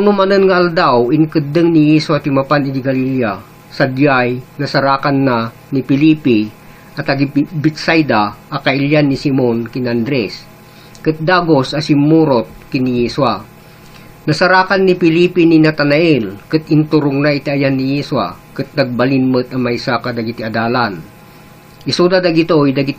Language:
Iloko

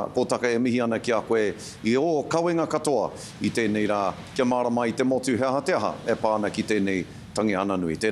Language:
Māori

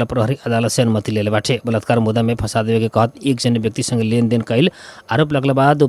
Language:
Bhojpuri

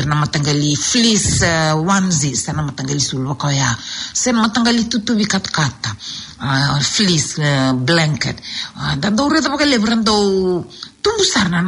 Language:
Fijian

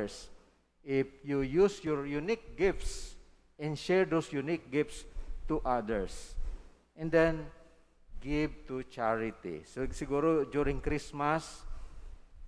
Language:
Bikol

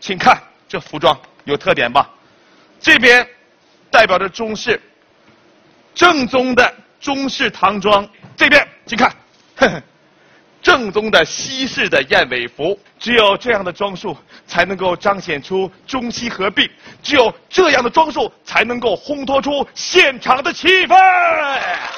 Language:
Chinese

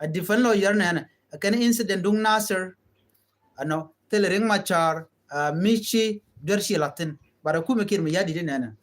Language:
Nuer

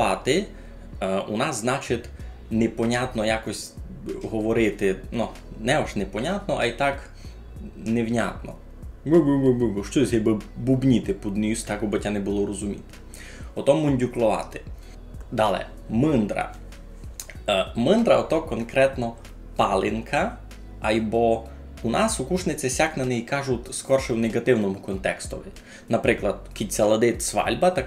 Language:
Rusyn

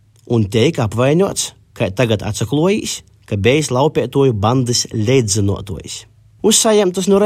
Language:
Latvian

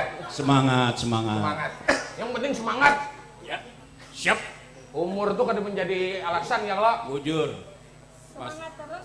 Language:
Banjar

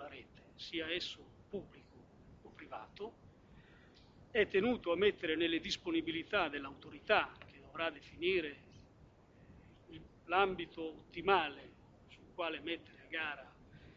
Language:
Italian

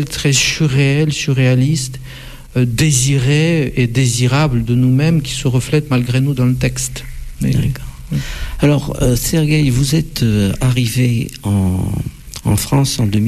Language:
French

